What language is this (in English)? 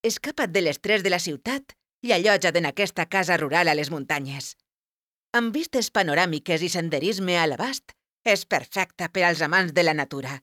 Catalan